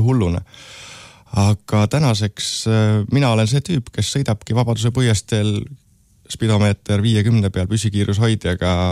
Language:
Estonian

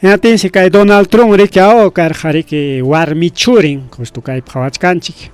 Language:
Ayacucho Quechua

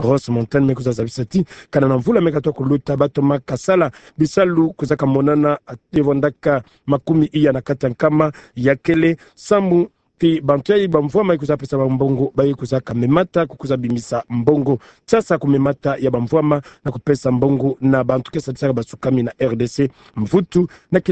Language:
Kituba (Democratic Republic of Congo)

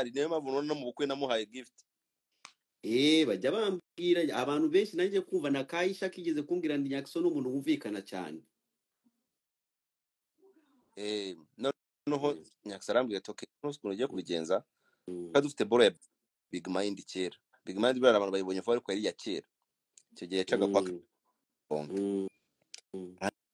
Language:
Kinyarwanda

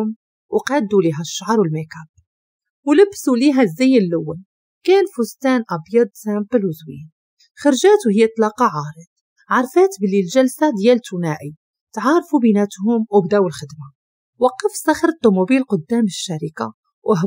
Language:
Moroccan Arabic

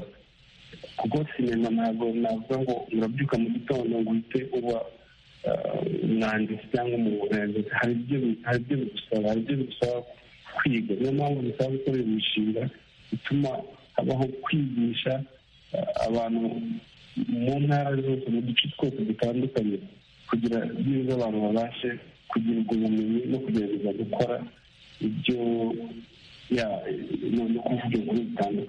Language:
Kinyarwanda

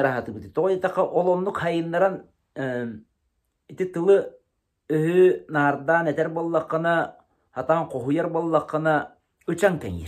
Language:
Yakut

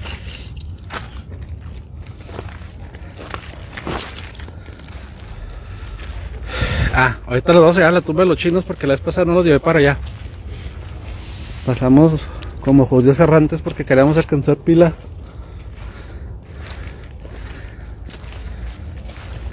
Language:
Spanish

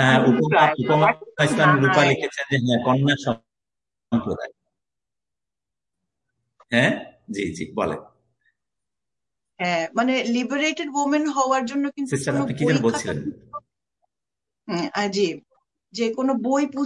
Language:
Bangla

